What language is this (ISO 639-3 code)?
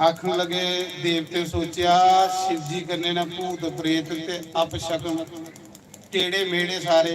doi